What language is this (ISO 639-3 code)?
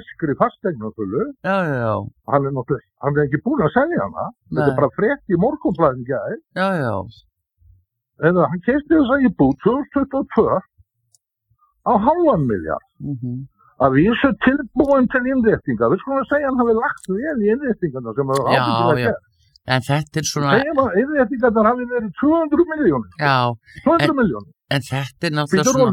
isl